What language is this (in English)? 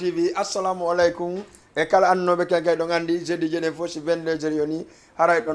Fula